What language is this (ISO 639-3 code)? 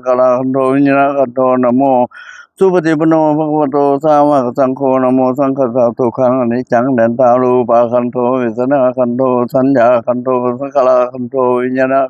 pli